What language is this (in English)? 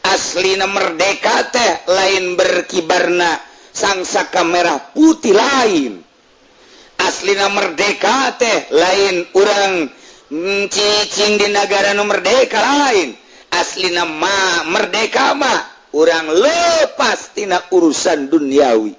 Sundanese